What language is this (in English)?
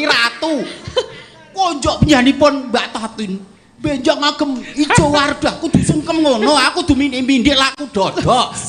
Javanese